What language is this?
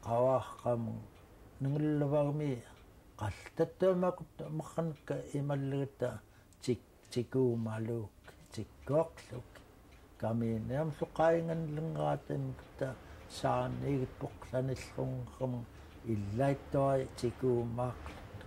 Central Yupik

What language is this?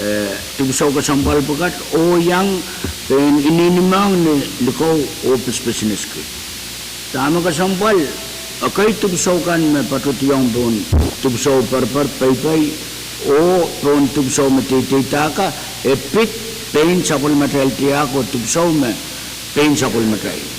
Pohnpeian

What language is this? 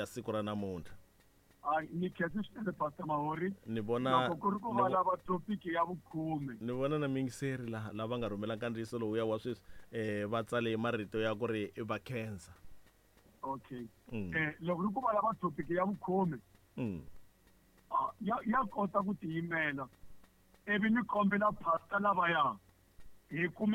Tsonga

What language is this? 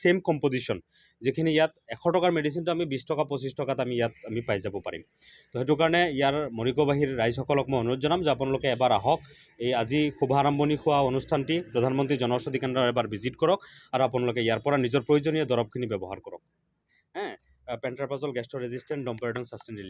Assamese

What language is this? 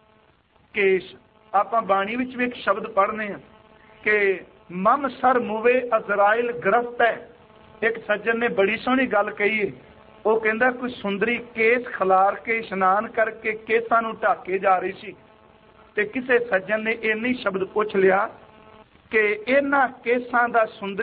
Punjabi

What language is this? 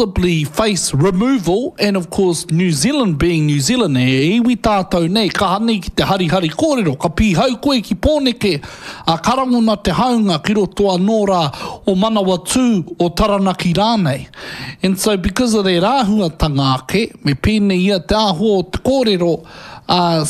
Māori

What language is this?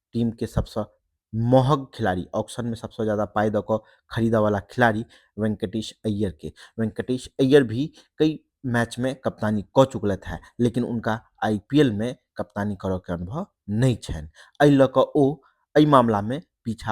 Maithili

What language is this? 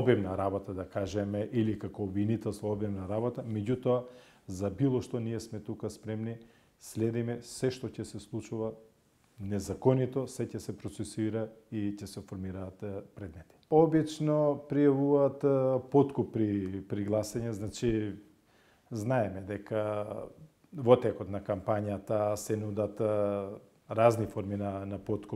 Macedonian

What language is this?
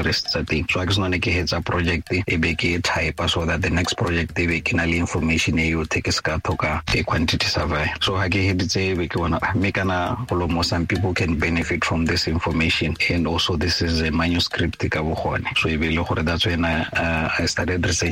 Tswana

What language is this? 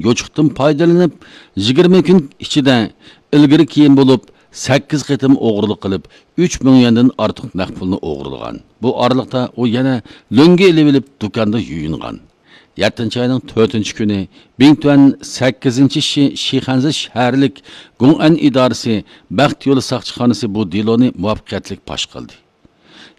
Uyghur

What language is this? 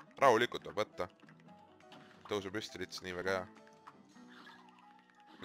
Estonian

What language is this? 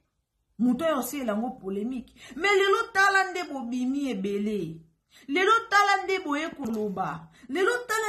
Lingala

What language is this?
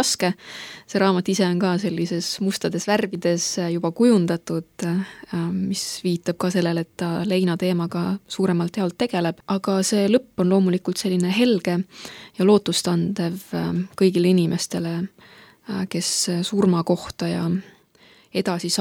Estonian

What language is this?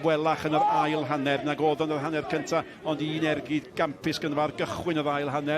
Welsh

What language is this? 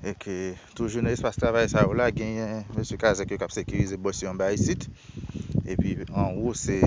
Haitian Creole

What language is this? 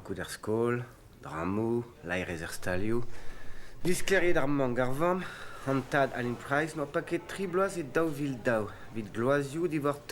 Breton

